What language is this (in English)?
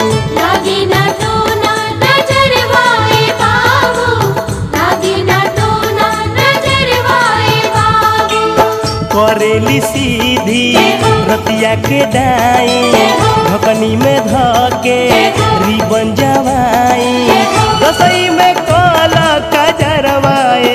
Bhojpuri